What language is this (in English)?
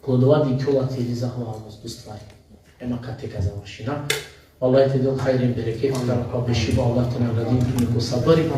Balkan Romani